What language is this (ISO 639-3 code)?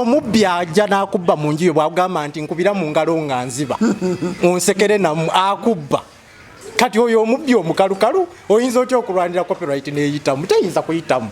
lug